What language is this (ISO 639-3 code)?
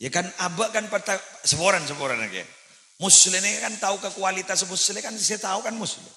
mad